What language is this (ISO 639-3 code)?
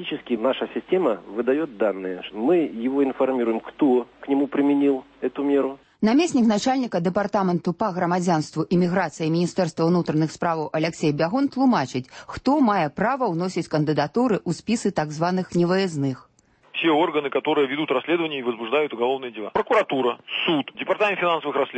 bel